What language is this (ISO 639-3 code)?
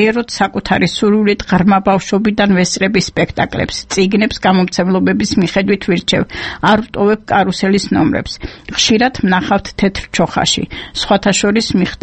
kat